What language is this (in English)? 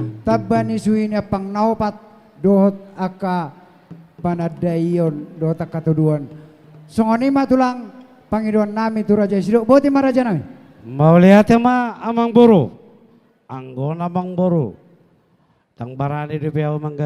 Batak Toba